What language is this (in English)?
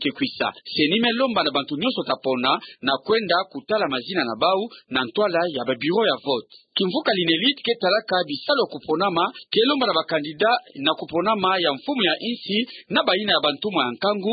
Kituba (Democratic Republic of Congo)